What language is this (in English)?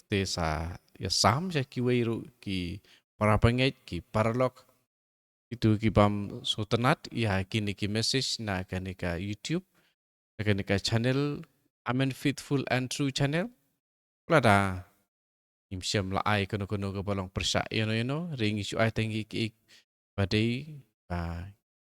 Khasi